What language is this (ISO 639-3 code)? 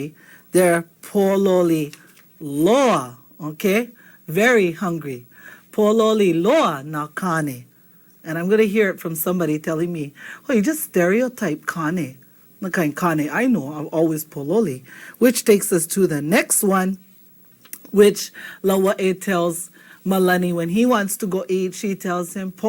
haw